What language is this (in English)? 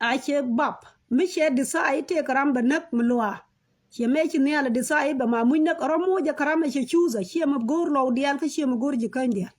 Nuer